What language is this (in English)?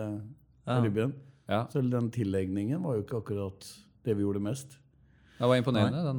Norwegian